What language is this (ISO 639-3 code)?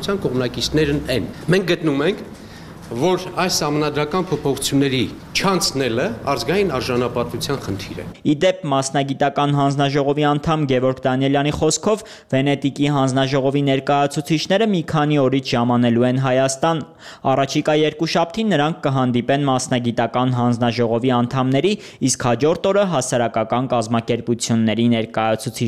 hye